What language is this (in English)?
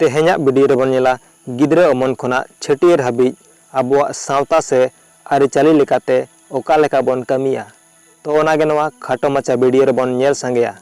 Santali